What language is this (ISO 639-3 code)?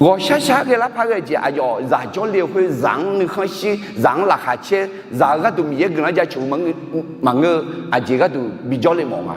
ahk